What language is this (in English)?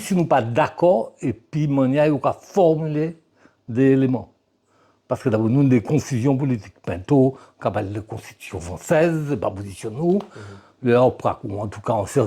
Guadeloupean Creole French